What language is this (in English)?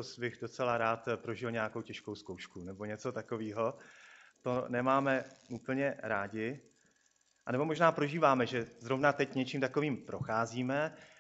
Czech